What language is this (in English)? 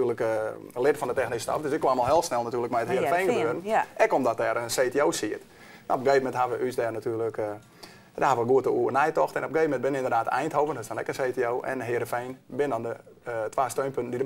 Western Frisian